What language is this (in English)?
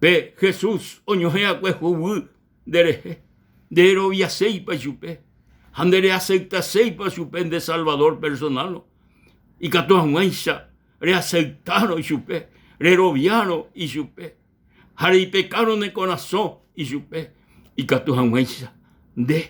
Guarani